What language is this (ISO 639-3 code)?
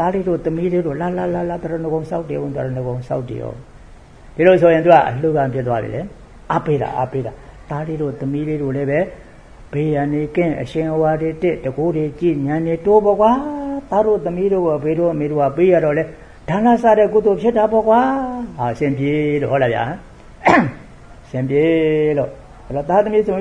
mya